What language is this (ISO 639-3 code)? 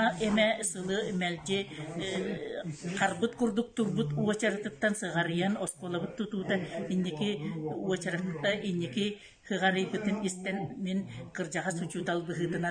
sah